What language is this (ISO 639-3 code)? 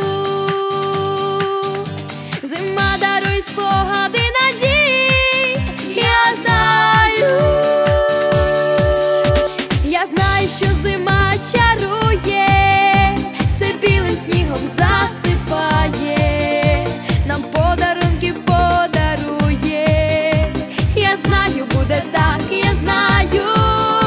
ukr